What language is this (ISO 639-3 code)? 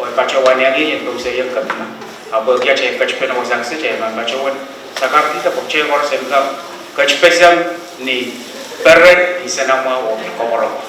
pon